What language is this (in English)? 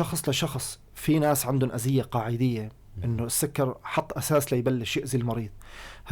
North Levantine Arabic